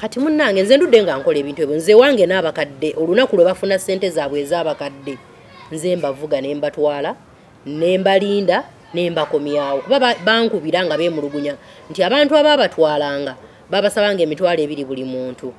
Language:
Ganda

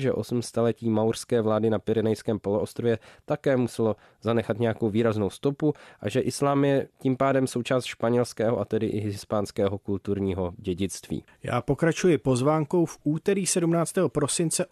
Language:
Czech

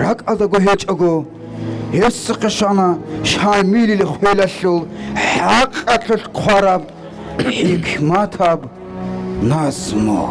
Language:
Avaric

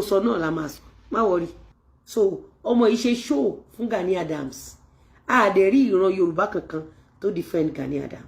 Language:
Yoruba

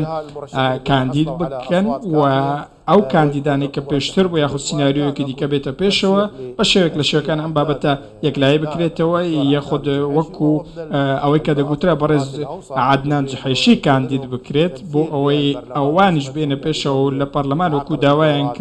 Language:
Central Kurdish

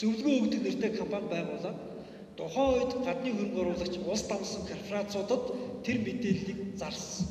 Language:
Mongolian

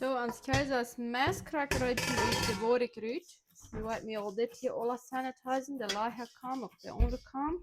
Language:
Plautdietsch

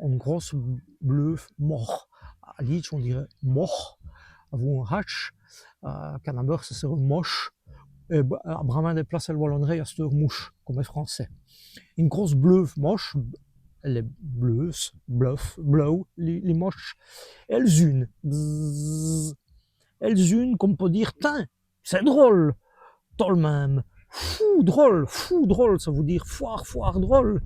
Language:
Walloon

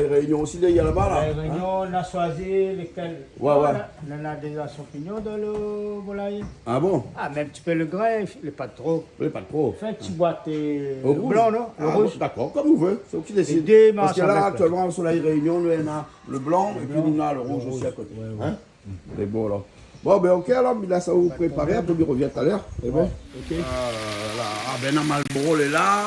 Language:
Réunion Creole French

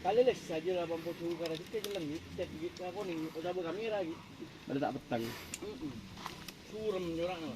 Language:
Madurese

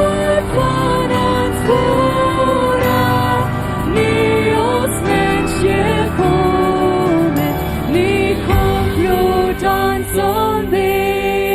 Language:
Plautdietsch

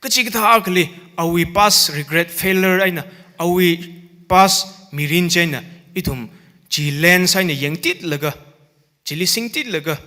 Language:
Tangkhul Naga (India)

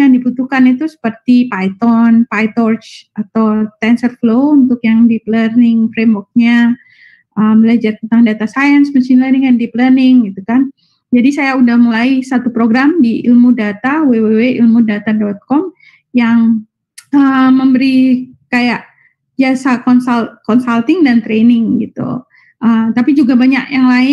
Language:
Indonesian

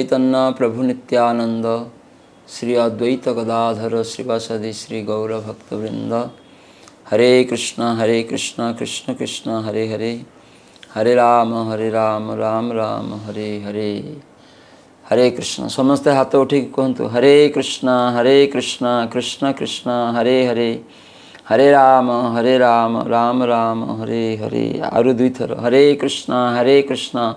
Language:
Odia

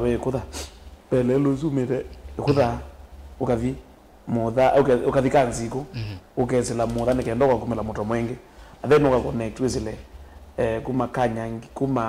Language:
Kamba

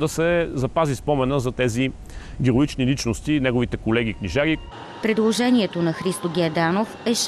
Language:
Bulgarian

